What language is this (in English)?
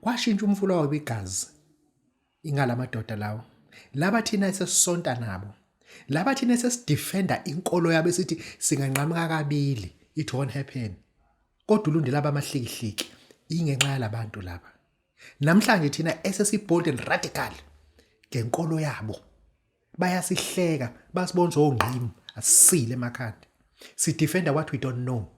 Zulu